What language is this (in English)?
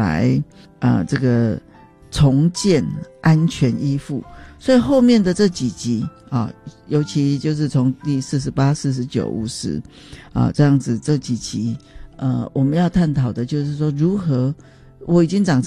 Chinese